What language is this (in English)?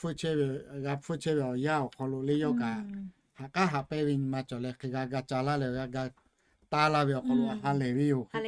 Lahu